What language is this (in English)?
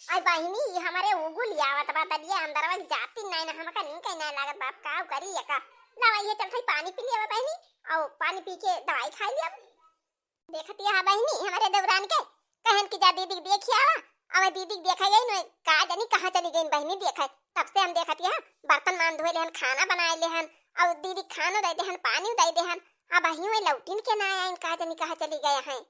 Awadhi